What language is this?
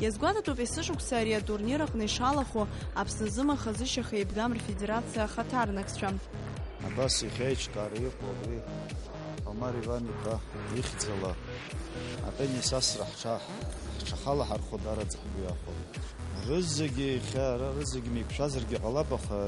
Abkhazian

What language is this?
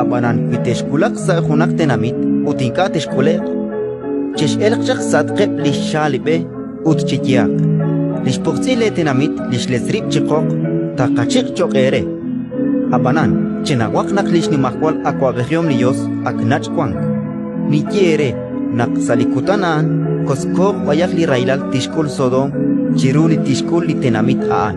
Kekchí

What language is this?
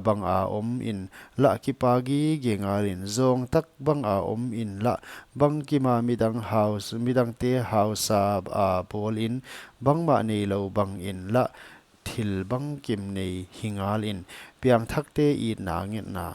Paite Chin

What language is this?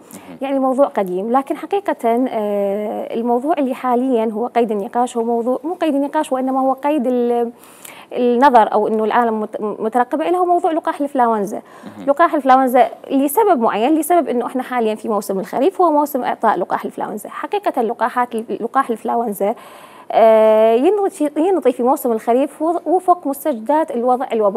Mesopotamian Arabic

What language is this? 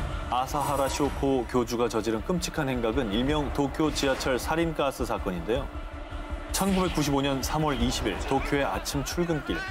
Korean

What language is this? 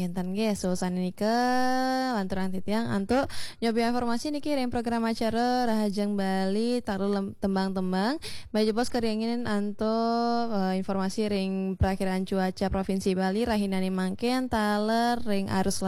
Balinese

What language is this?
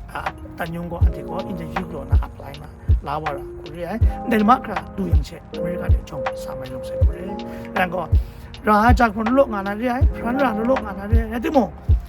Kachin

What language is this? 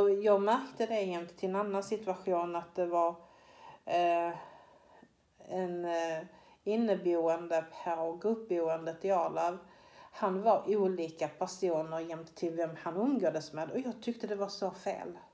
Swedish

